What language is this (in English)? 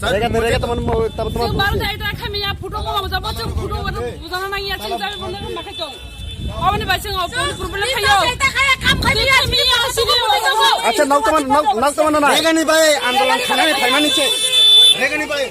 Kok Borok